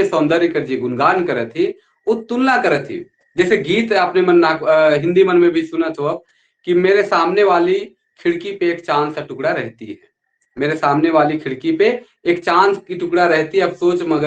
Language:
Sadri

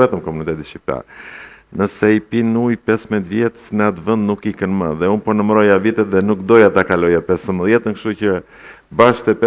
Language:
Albanian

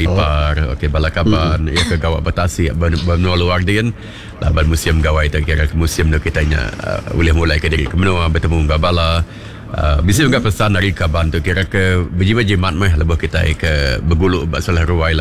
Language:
Iban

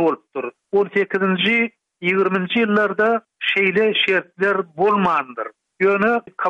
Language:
Turkmen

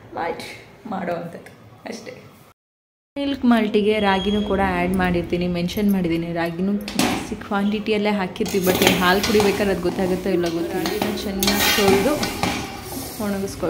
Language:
Kannada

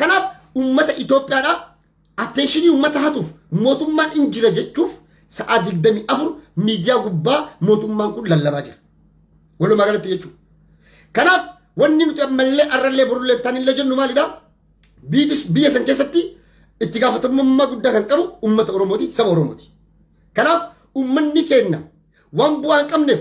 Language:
Oromo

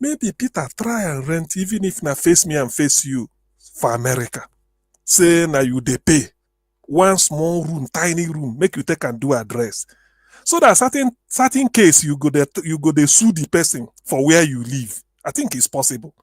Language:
Nigerian Pidgin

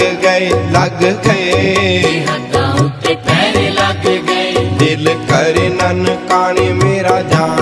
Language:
Punjabi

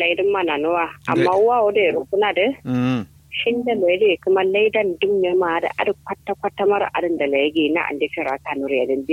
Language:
Kanuri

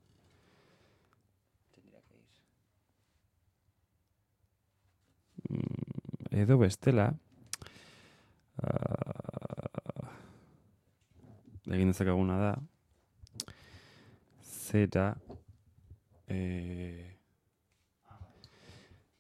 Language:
Basque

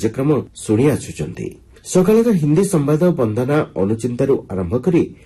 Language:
Odia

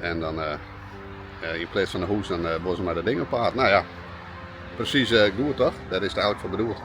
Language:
Western Frisian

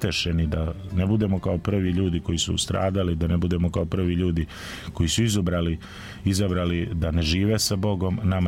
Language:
Serbian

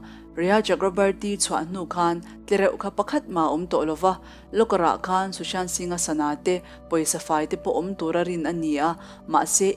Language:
Mizo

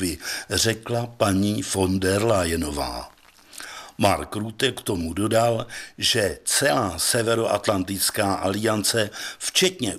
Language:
Czech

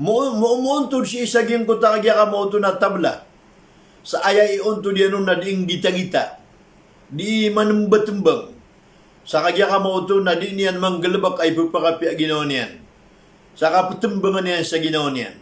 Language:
Maranao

